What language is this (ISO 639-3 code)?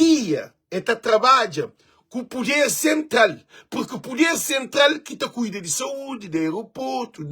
kea